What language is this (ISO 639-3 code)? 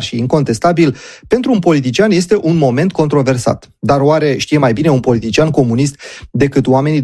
ron